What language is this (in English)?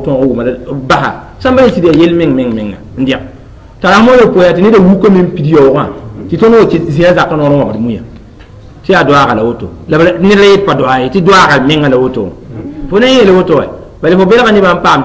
Mossi